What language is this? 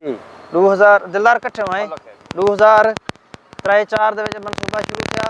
Saraiki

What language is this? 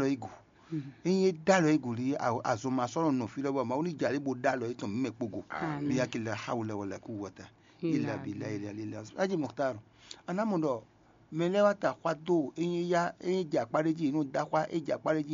Fon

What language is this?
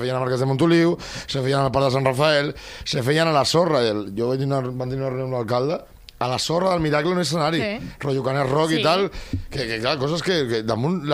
Catalan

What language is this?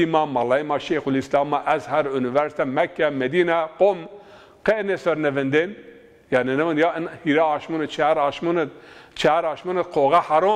Zaza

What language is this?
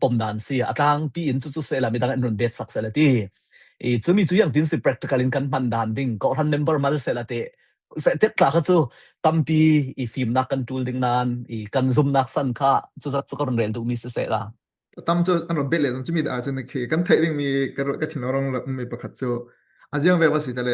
Falam Chin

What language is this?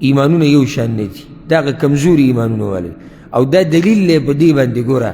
Pashto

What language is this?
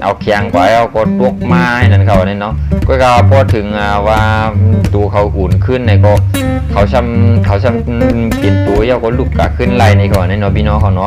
Shan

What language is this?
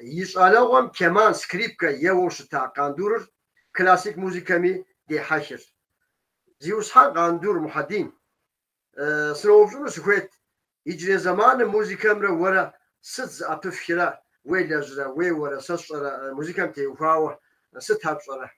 Kabardian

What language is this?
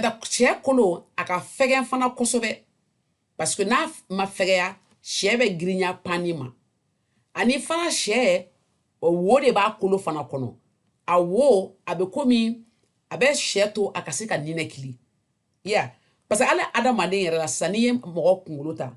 Bambara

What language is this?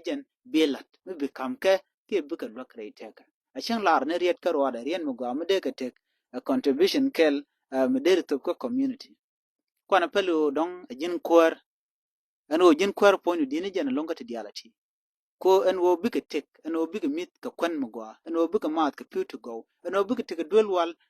Nuer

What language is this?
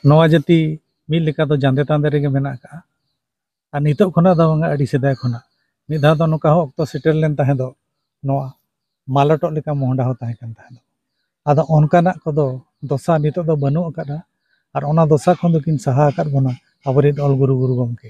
Santali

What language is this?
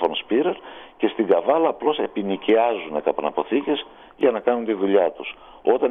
Greek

